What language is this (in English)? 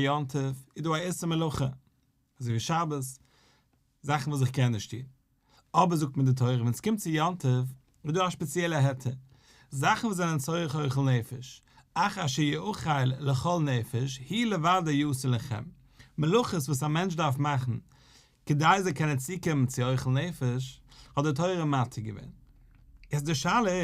Yiddish